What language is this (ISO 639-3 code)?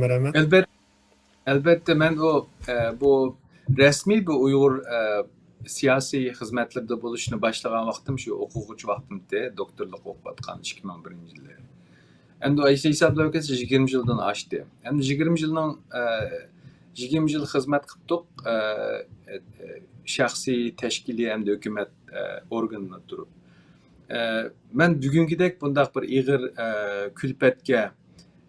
uig